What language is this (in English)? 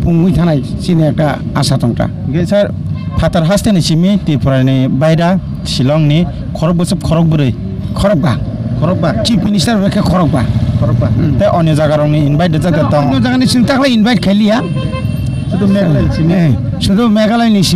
Kok Borok